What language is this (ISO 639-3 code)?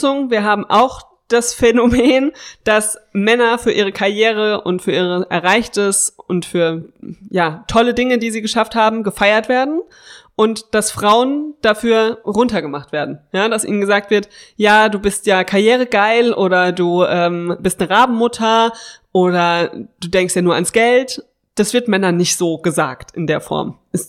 deu